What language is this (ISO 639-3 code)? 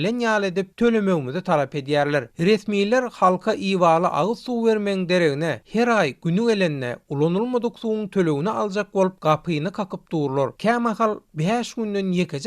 tuk